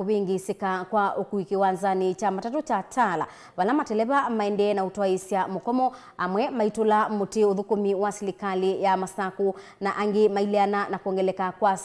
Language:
Kamba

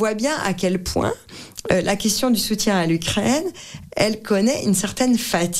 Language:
French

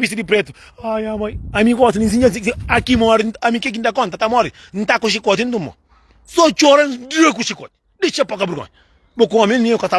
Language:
Kabuverdianu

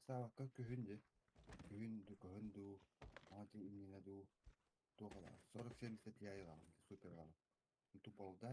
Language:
Yakut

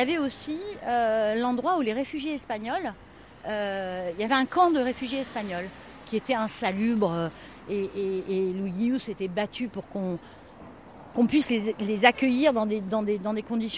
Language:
French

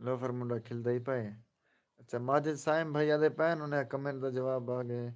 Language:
Saraiki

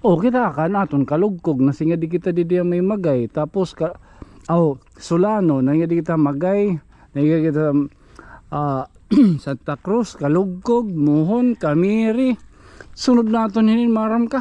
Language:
Waray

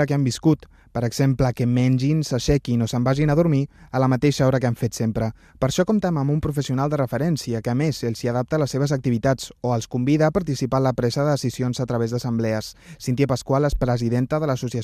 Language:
Catalan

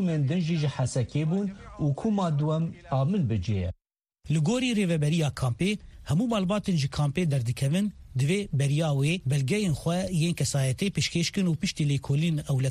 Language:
Kurdish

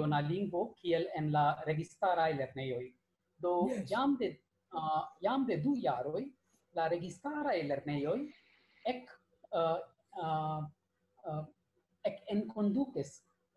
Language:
Esperanto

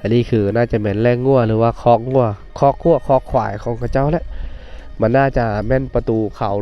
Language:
Lao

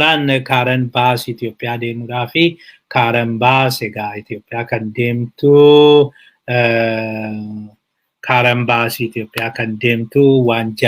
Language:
Oromo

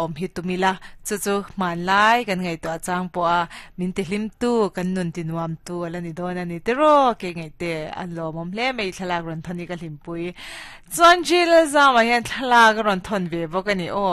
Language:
Mizo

